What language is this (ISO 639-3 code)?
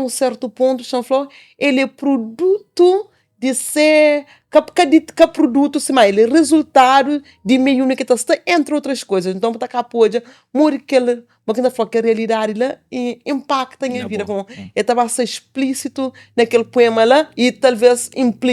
kea